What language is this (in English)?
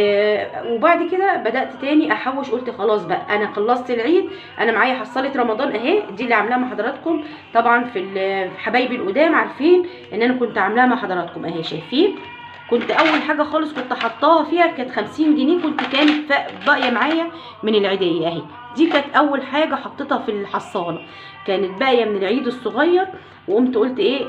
Egyptian Arabic